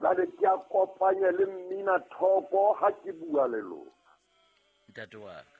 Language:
Southern Sotho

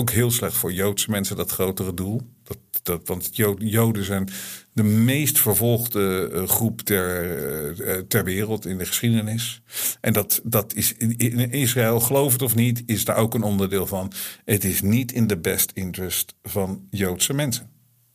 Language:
Dutch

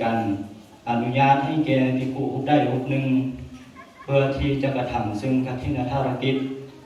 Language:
Lao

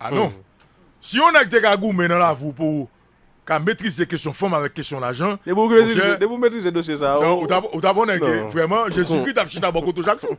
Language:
Haitian Creole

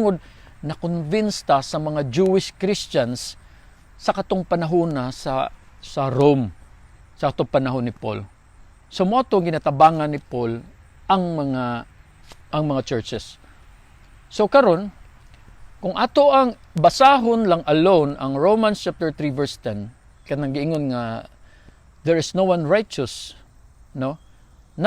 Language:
Cebuano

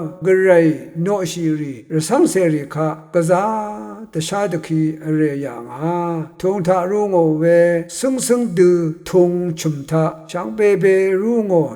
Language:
Rawang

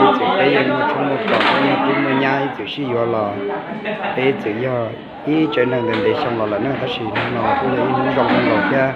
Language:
Hmong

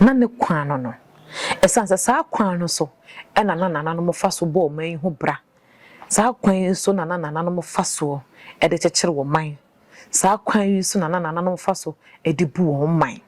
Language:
Akan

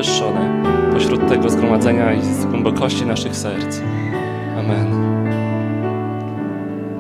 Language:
Polish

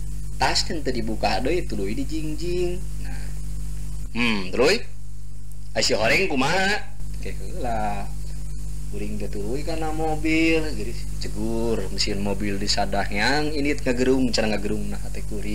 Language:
Sundanese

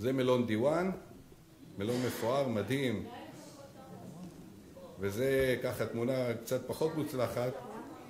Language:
Hebrew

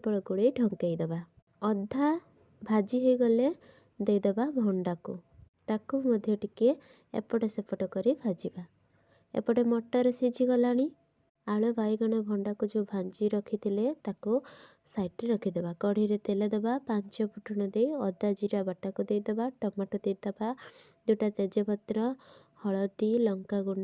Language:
Odia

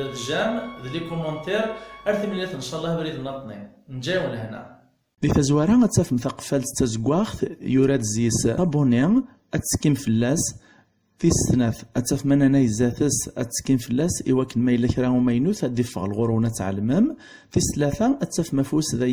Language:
Kabyle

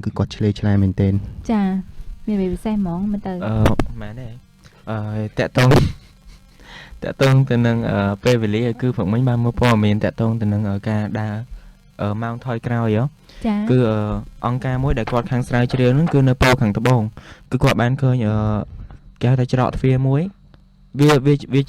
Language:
Khmer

